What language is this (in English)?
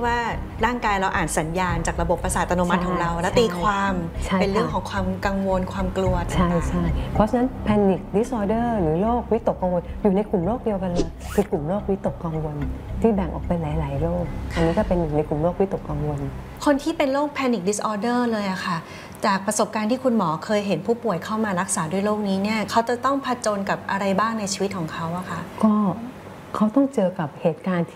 Thai